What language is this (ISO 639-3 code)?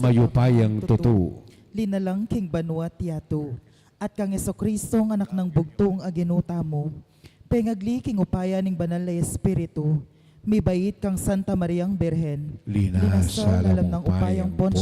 pam